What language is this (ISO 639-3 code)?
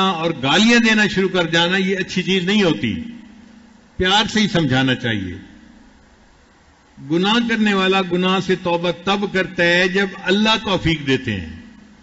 urd